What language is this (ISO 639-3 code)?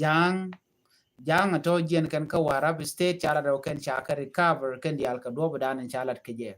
nus